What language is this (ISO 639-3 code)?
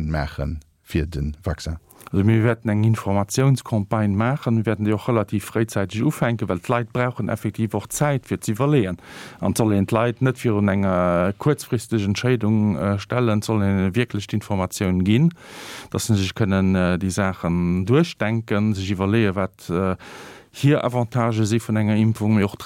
ltz